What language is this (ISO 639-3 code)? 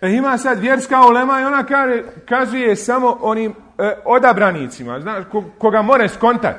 bos